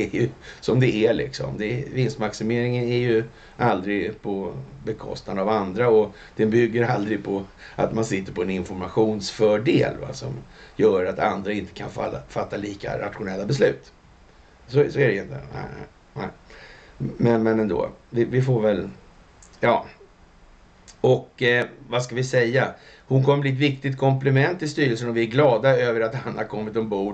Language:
Swedish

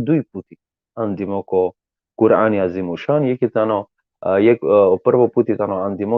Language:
Balkan Romani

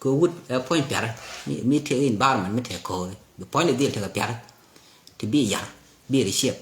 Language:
Nuer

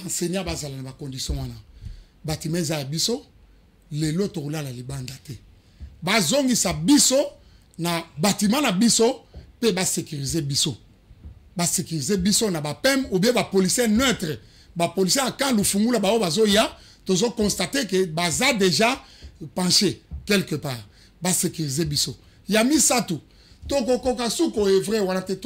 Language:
Lingala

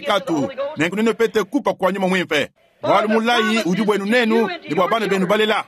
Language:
Luba-Lulua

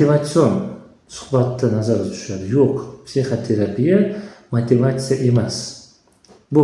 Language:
Uzbek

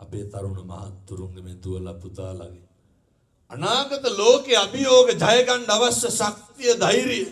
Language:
Sinhala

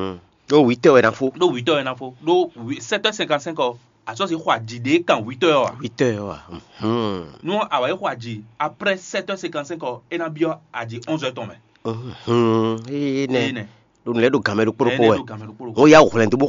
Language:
Fon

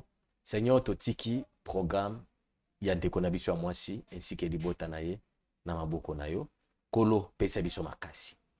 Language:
Lingala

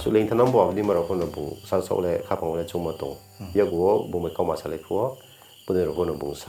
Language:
Riang (India)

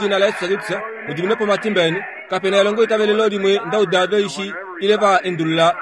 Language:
Kuanyama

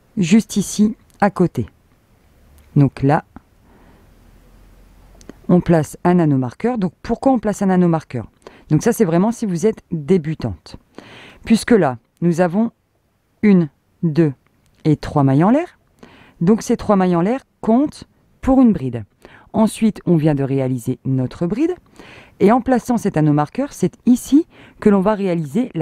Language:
French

